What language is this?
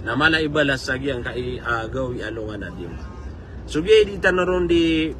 Maranao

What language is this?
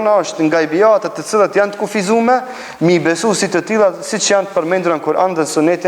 Albanian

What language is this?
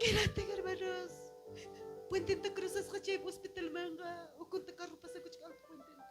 Ayacucho Quechua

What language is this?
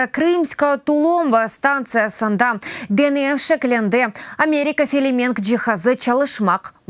Crimean Tatar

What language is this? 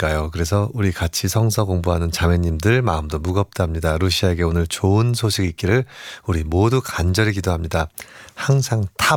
Korean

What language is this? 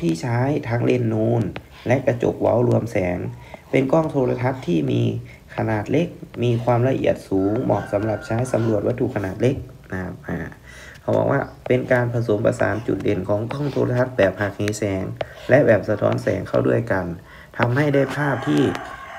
Thai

